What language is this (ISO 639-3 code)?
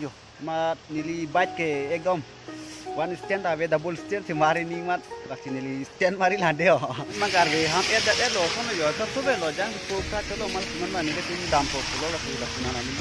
mjw